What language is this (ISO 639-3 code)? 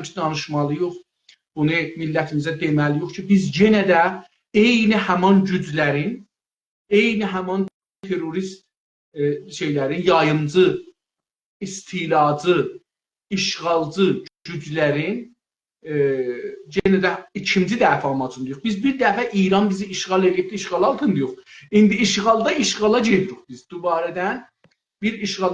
azb